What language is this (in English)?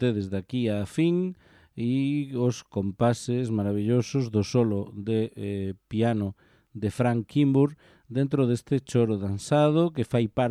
Galician